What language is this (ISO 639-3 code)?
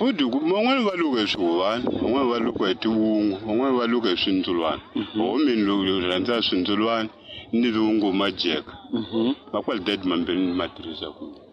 tso